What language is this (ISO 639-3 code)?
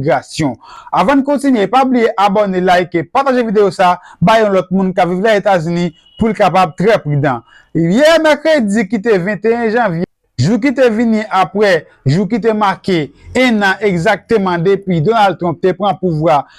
hat